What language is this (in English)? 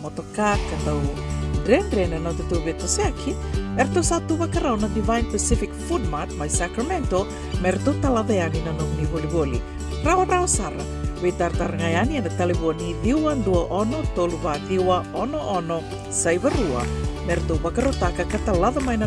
Fijian